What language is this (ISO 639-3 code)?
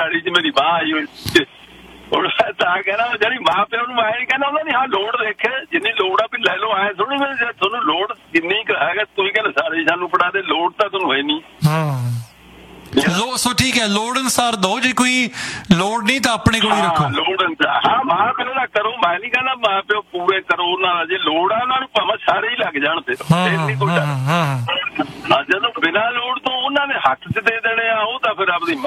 pan